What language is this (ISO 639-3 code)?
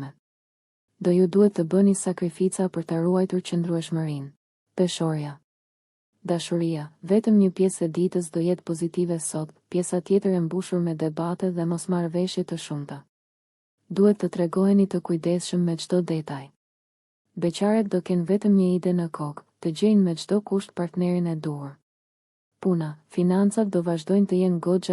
sqi